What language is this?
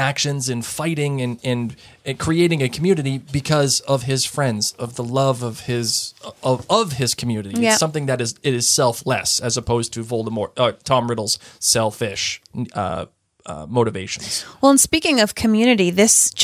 English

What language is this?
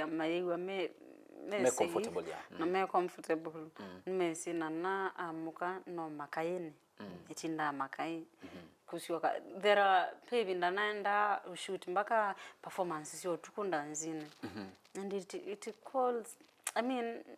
Kamba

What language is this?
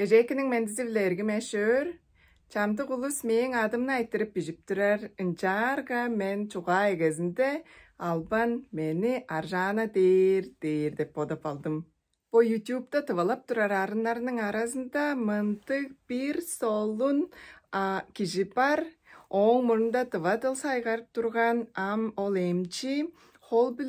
Tuvinian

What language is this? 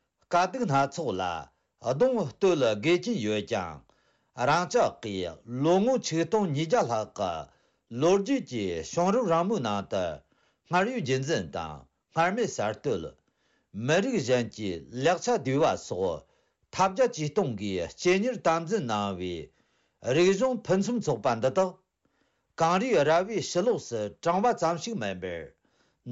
Tibetan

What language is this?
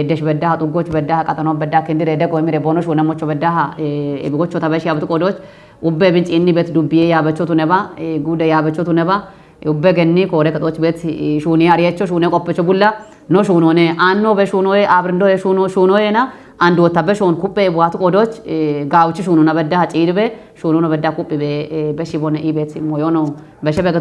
Kafa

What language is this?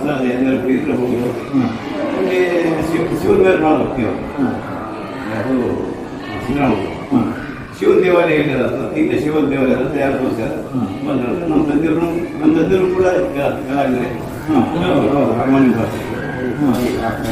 Kannada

